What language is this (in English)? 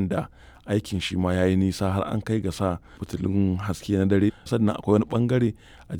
Hausa